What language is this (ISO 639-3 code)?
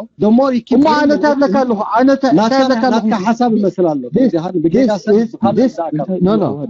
tir